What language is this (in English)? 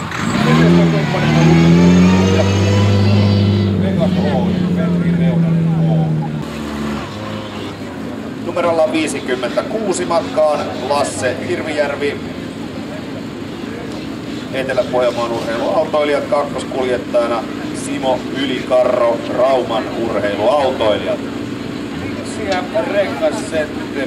Finnish